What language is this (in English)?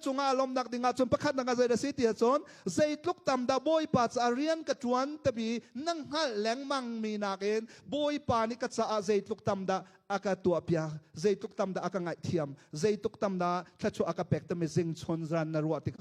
Hakha Chin